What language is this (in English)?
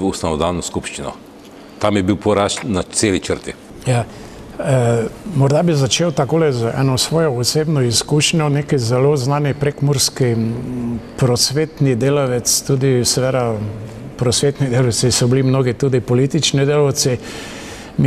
Slovenian